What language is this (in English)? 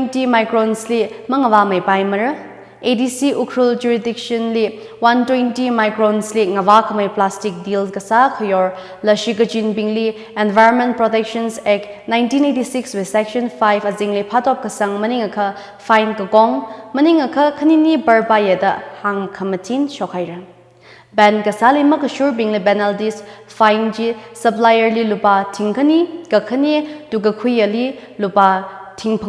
Tangkhul Naga (India)